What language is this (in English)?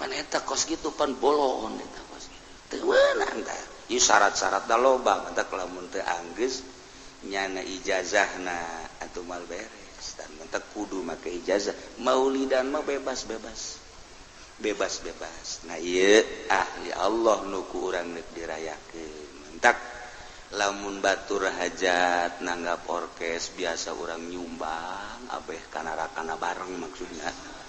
Sundanese